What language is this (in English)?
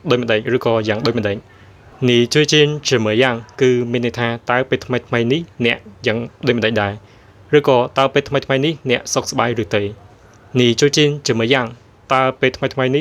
Khmer